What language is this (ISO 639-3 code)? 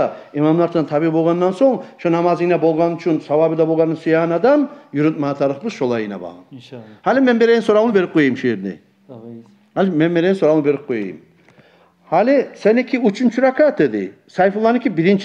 kum